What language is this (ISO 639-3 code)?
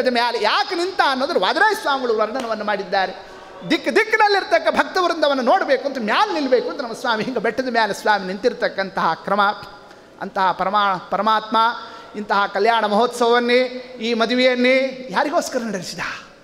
kan